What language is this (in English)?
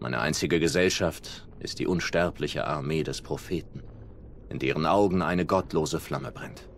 Swiss German